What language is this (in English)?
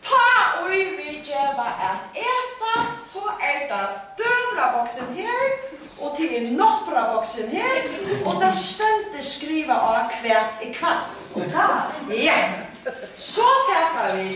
Faroese